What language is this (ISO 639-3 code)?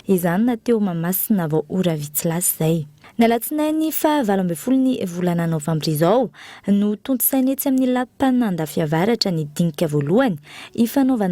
mlg